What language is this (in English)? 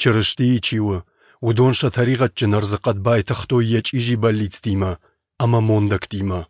Ossetic